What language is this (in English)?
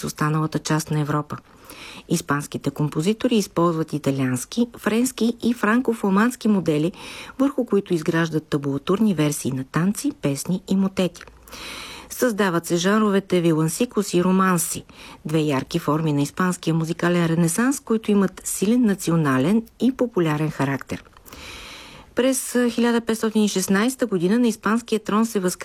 Bulgarian